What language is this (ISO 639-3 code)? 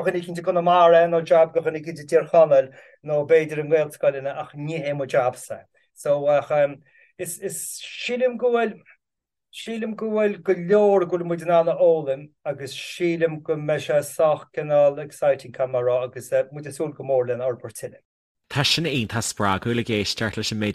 gle